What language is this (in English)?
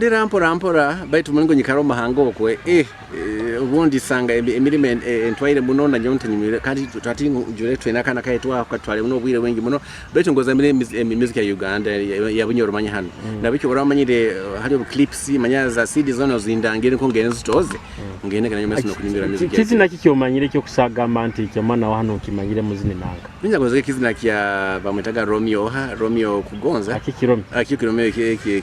Nyoro